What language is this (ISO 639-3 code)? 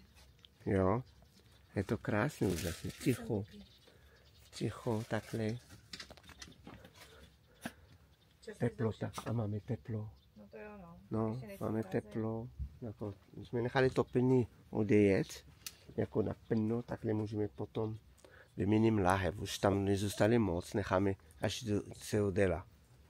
ces